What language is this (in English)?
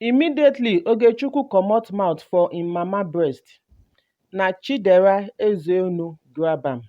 Nigerian Pidgin